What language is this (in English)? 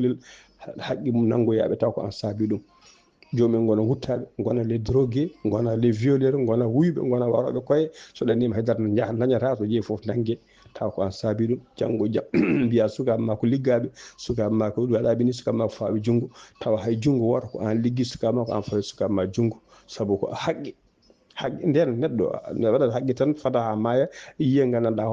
Fula